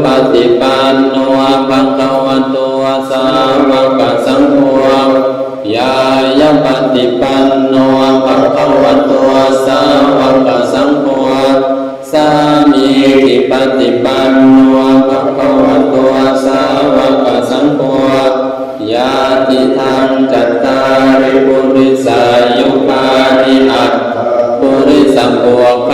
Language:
Pali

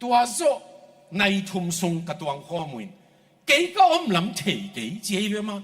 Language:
Tedim Chin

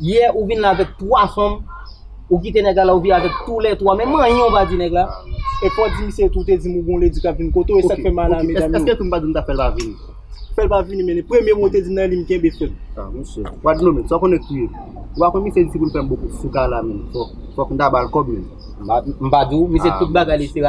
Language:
Haitian Creole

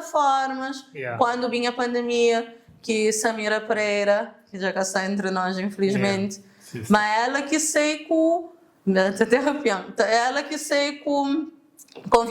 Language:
Kabuverdianu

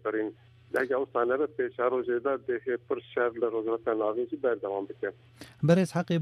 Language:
Kurdish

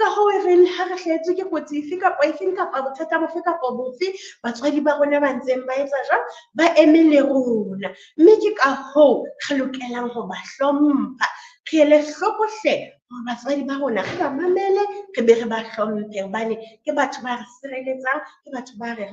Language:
Southern Sotho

